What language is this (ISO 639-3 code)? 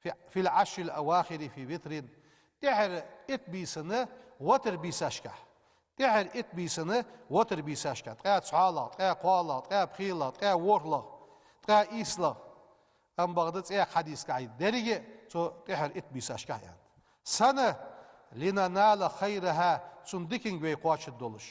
inh